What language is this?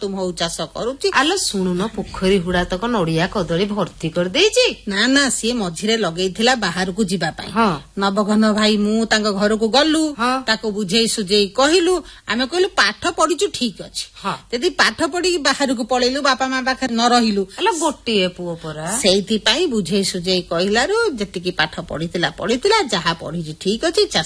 Odia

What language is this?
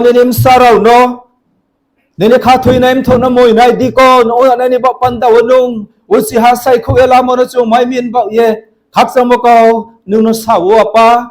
Riang (India)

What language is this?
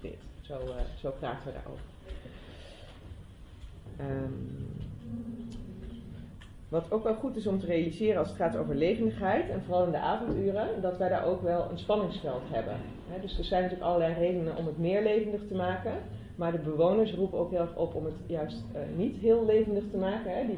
Dutch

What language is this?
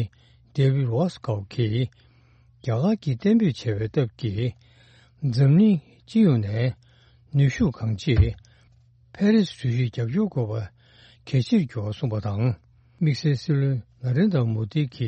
Tibetan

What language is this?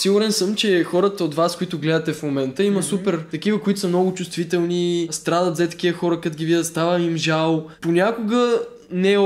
Bulgarian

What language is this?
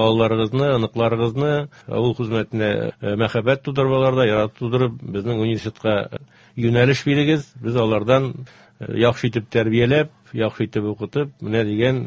Tatar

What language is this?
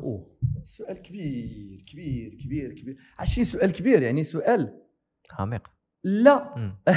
Moroccan Arabic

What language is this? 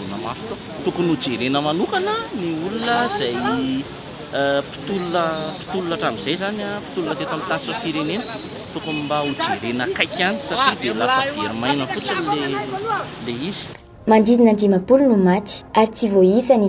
Malagasy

